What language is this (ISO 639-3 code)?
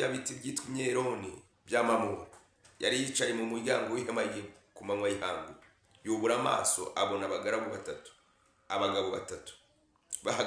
kin